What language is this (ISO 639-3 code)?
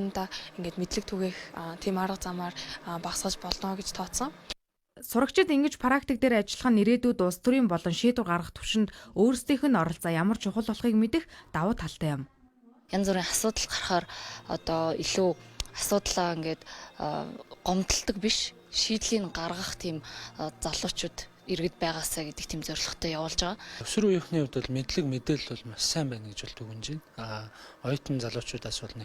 mon